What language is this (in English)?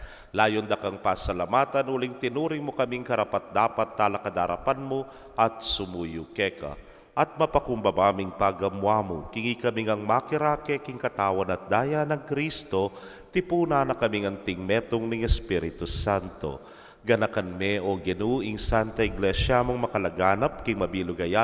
Pampanga